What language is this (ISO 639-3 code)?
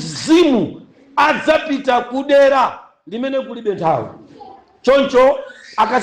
nya